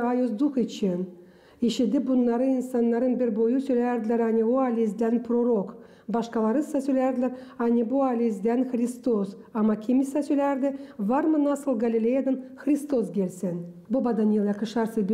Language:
Gagauz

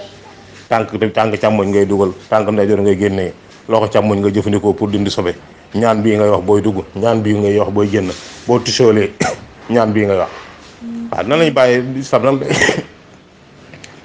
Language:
Wolof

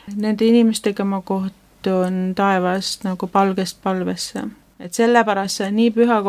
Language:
Estonian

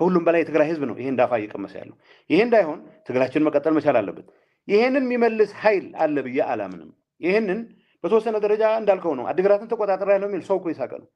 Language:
Amharic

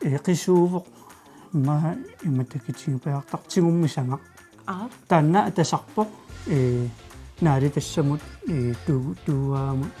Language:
Kalaallisut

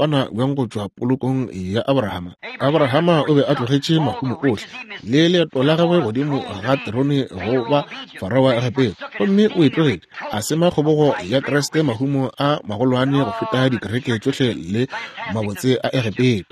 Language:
Northern Sotho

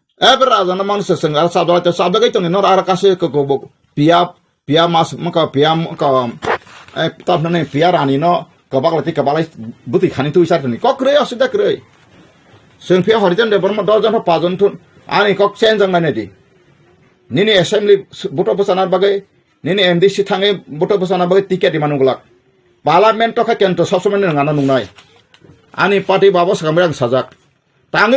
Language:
Kok Borok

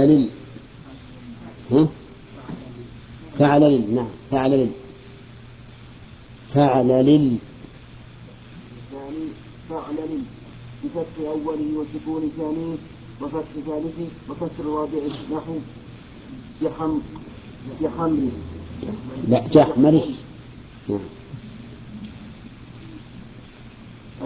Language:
Arabic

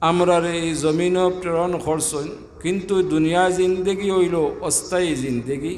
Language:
Sylheti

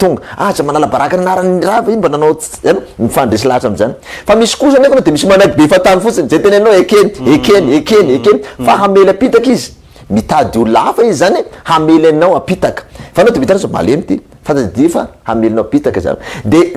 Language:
Malagasy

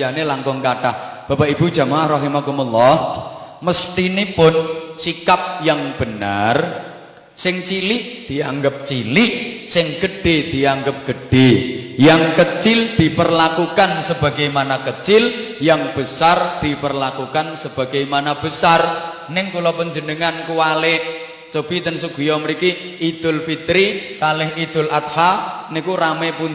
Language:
Javanese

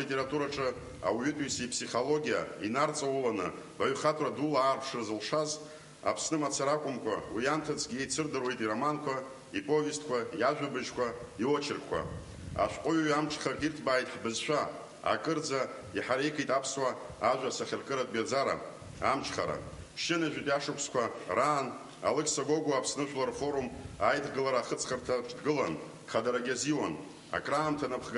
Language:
Abkhazian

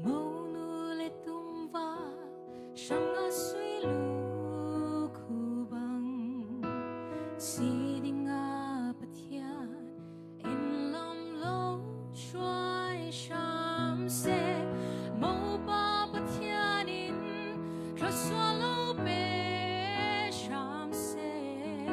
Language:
Falam Chin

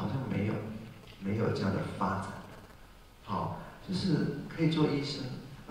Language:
Chinese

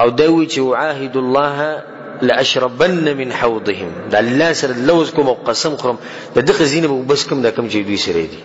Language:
Pashto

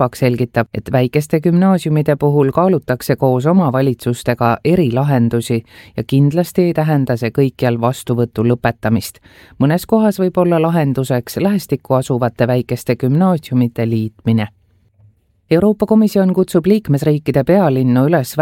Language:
Estonian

